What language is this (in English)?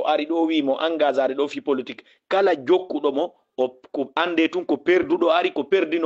Fula